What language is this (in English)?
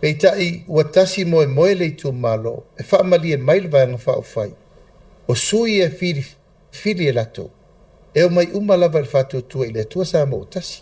Samoan